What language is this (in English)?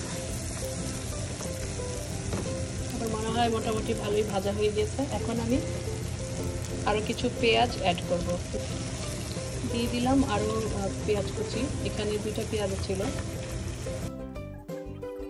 Bangla